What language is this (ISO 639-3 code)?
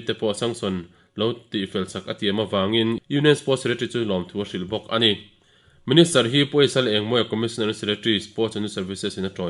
lus